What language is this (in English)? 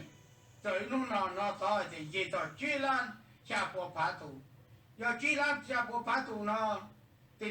Hmong